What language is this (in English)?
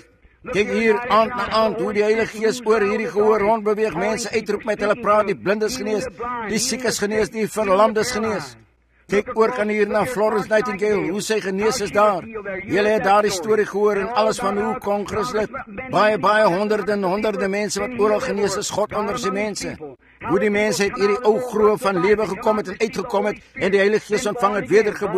Afrikaans